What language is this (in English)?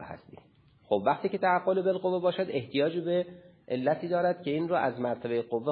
Persian